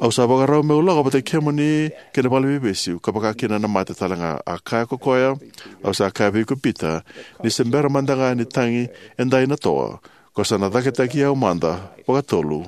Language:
Fijian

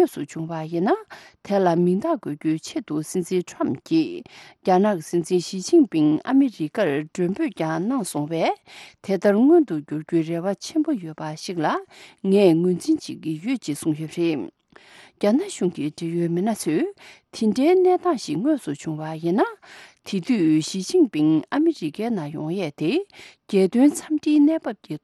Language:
Tibetan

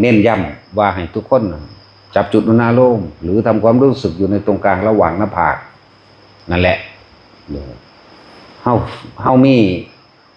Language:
Northeastern Thai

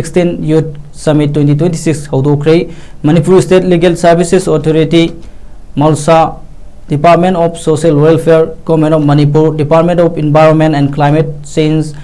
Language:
Manipuri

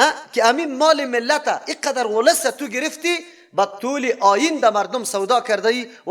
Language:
Persian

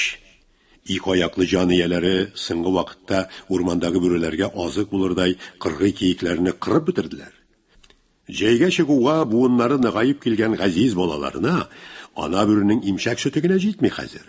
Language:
Tatar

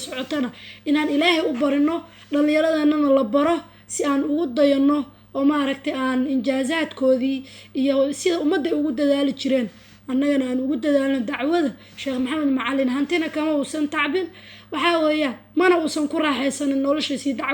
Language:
Somali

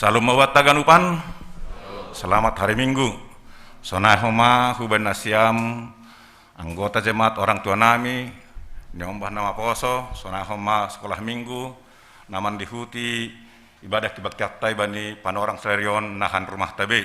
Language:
Batak Simalungun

